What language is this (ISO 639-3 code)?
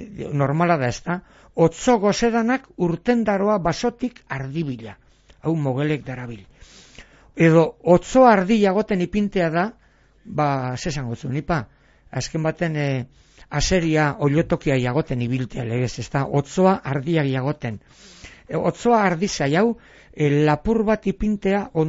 eus